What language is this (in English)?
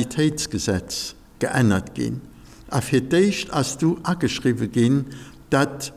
Luxembourgish